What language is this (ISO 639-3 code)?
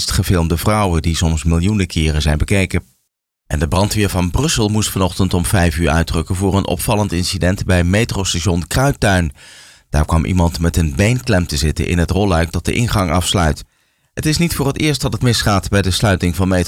nld